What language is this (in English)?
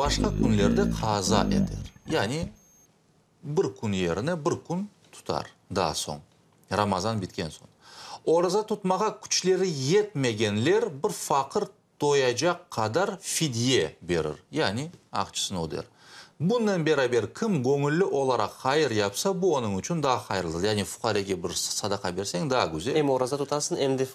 Crimean Tatar